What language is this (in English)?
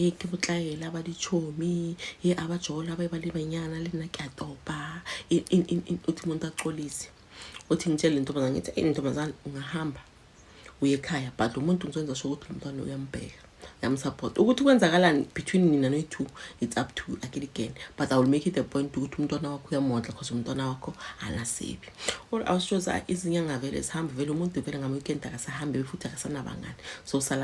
Zulu